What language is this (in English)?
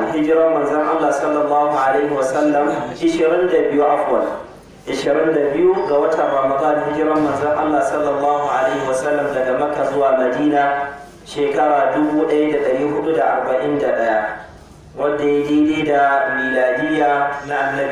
Hausa